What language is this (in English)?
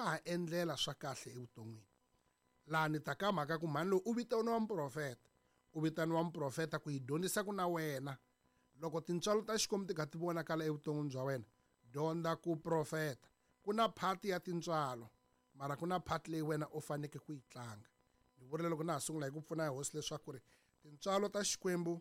Tsonga